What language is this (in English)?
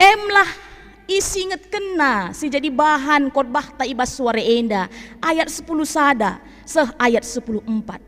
Batak Karo